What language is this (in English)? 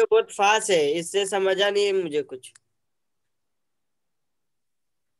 Hindi